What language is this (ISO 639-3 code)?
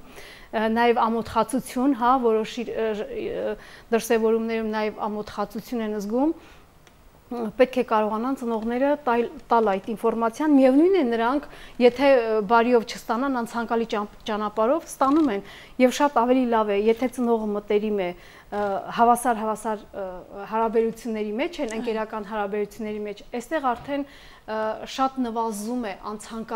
hye